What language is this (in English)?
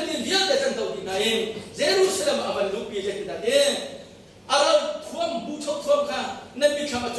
Hakha Chin